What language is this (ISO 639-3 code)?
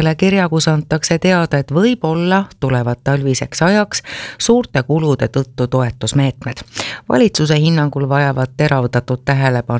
est